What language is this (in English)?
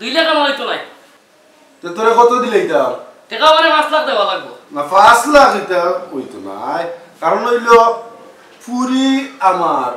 Sylheti